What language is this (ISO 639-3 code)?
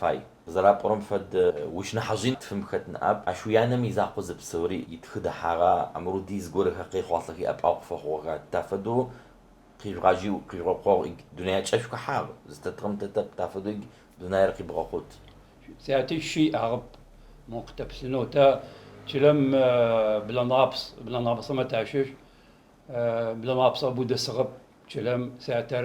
ady